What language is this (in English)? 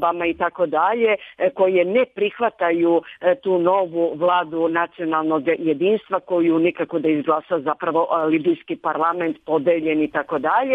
Serbian